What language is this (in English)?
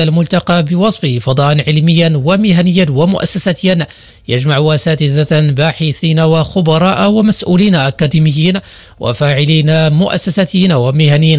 Arabic